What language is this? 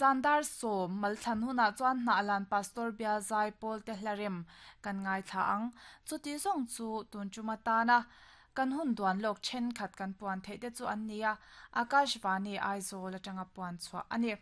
Mizo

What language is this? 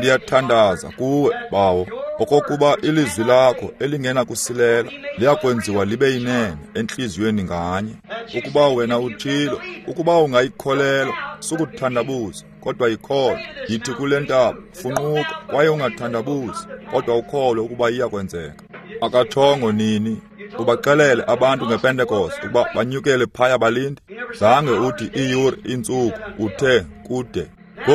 Xhosa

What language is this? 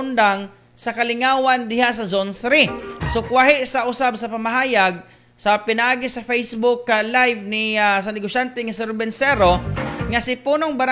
Cebuano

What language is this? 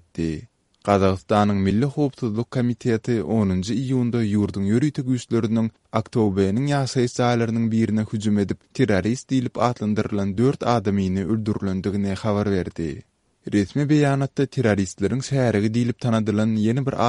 Turkmen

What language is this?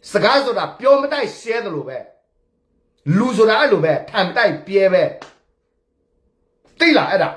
S'gaw Karen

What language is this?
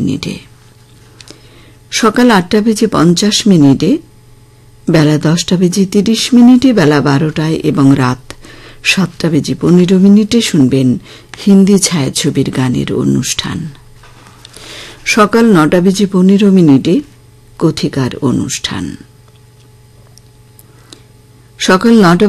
Bangla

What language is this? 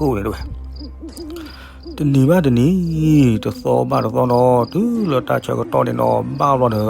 S'gaw Karen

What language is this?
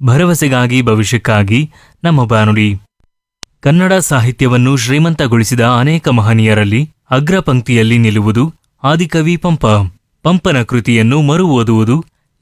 Kannada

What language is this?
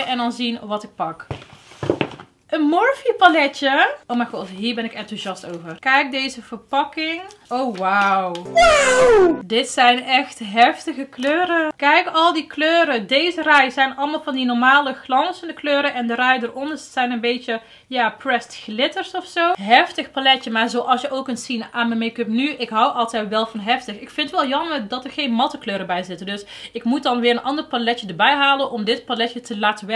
Dutch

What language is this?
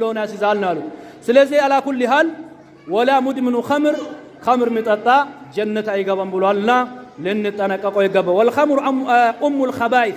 Amharic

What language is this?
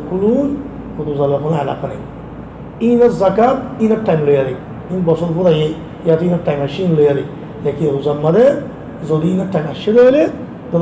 Rohingya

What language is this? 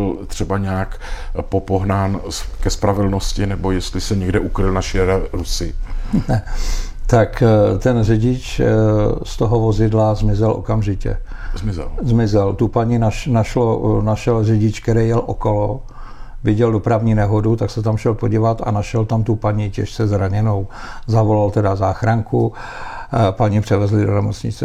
Czech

